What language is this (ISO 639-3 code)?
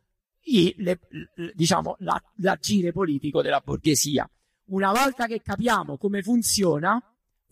ita